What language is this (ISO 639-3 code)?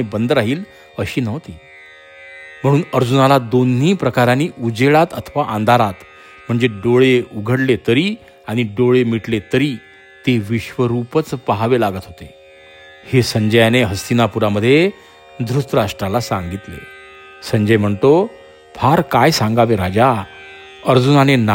mar